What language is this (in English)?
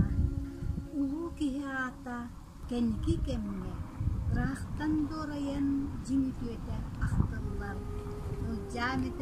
Yakut